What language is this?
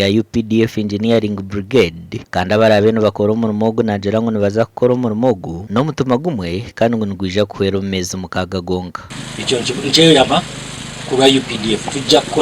Nyankole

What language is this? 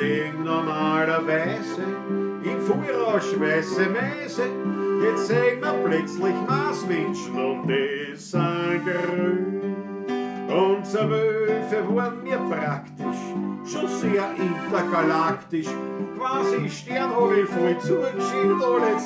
Bavarian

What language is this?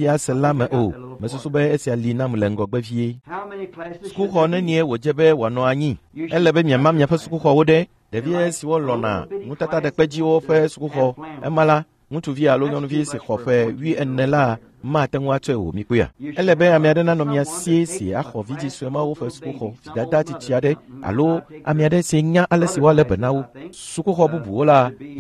Ewe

